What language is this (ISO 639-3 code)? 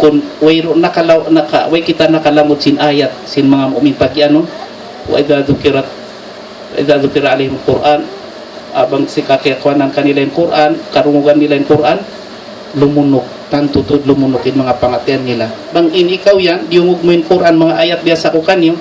tsg